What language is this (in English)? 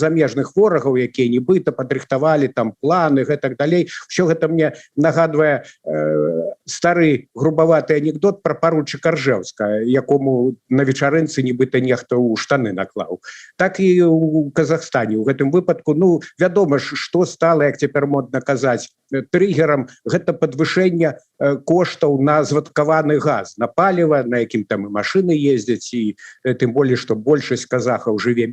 Belarusian